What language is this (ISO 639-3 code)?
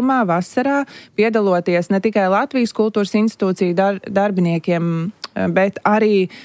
lav